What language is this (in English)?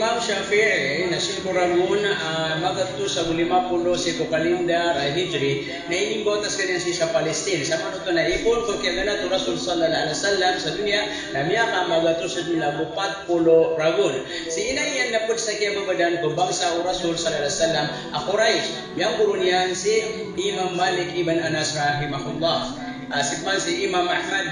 Maranao